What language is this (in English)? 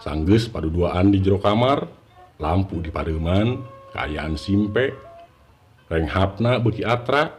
Sundanese